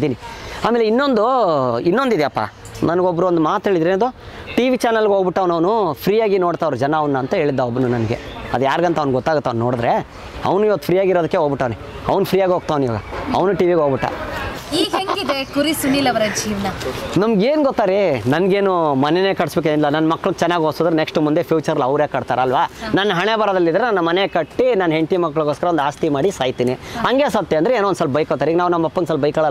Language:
Kannada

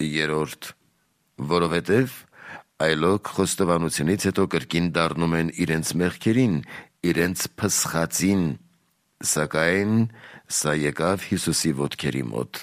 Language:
Armenian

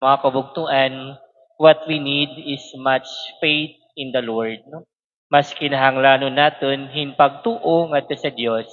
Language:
Waray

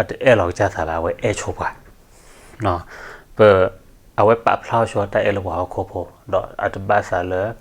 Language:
S'gaw Karen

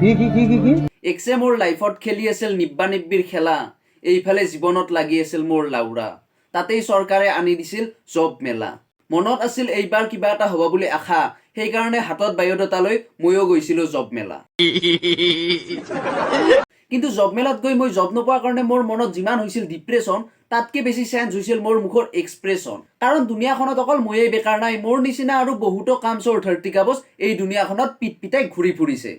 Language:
Assamese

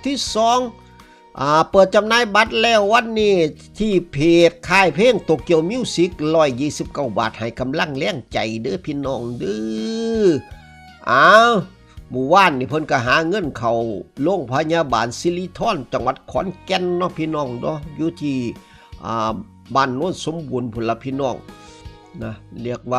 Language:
Northeastern Thai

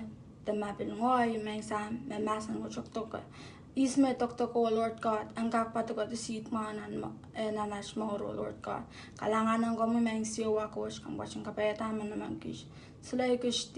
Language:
Pohnpeian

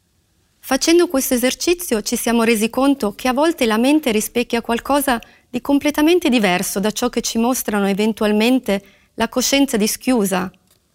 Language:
Italian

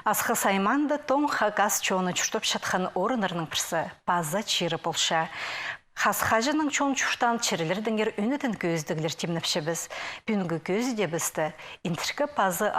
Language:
Khakas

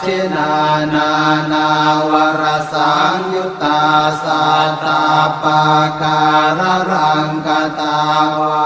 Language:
Pali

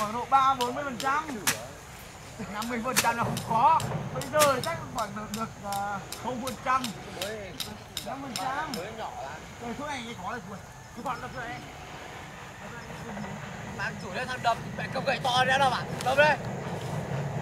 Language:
Vietnamese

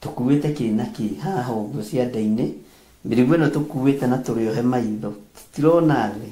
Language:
Kikuyu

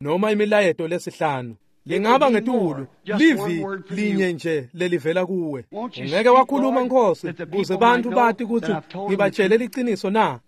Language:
Swati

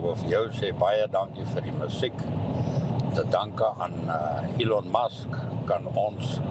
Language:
Afrikaans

